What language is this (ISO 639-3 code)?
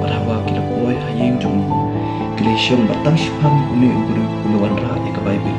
kha